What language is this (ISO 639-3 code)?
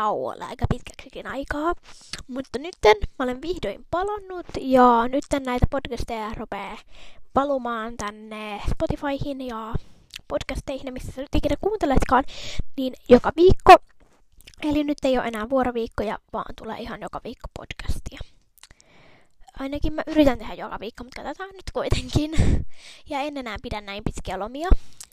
fin